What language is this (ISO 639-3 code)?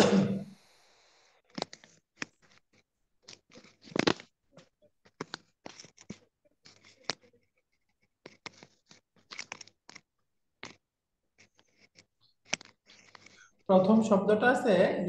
ben